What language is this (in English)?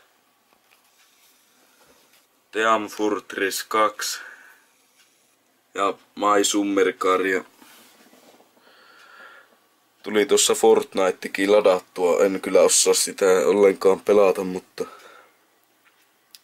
Finnish